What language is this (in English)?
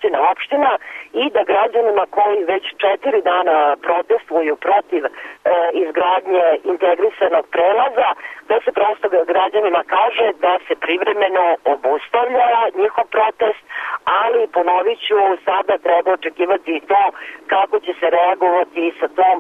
Serbian